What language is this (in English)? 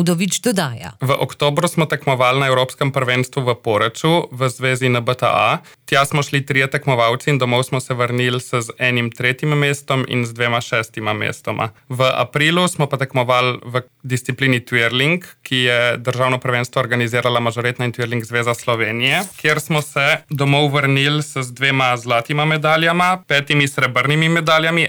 Slovenian